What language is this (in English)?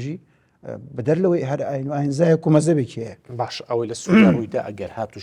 Central Kurdish